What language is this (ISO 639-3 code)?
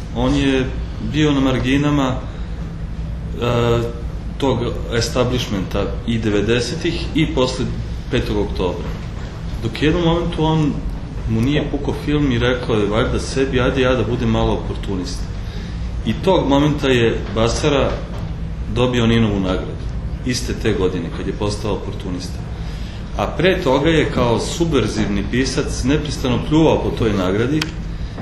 srp